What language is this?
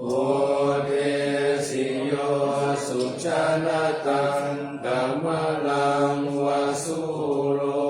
Pali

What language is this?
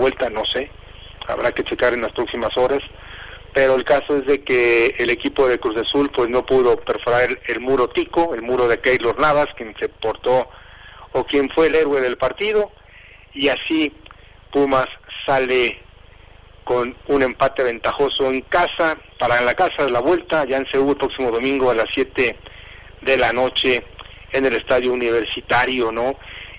Spanish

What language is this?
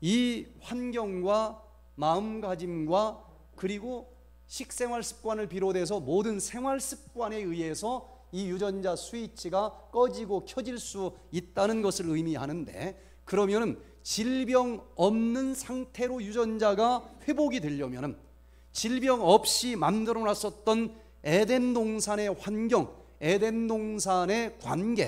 Korean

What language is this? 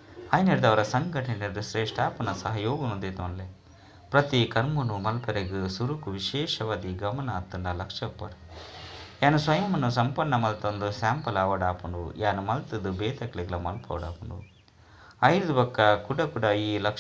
Tulu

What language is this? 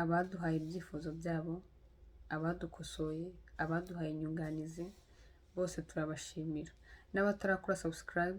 Kinyarwanda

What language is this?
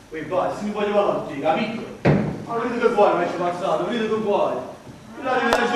Neapolitan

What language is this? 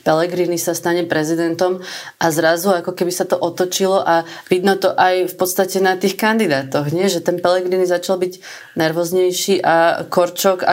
Slovak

